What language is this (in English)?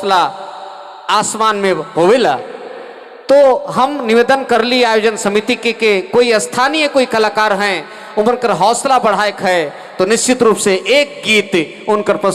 Sadri